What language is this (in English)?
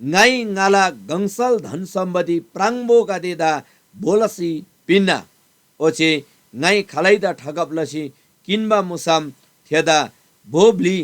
Eastern Tamang